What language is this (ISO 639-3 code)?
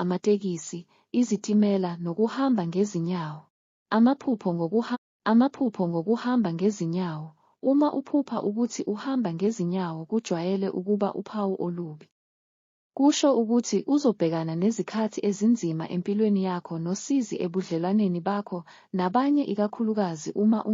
zul